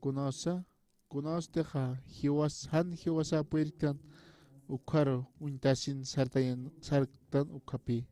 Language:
Aymara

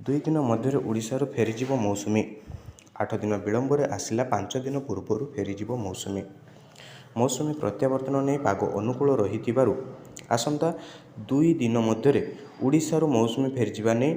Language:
Odia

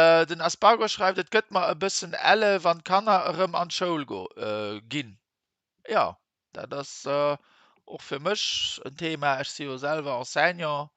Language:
Luxembourgish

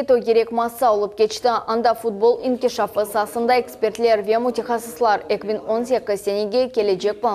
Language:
Crimean Tatar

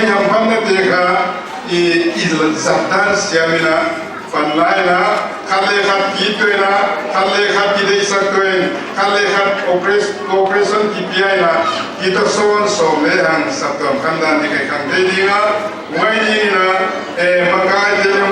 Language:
Paite Chin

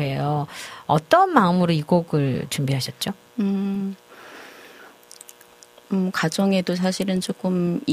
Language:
Korean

